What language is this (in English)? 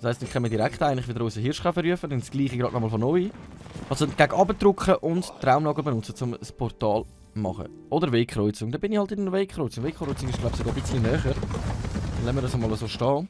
Swiss German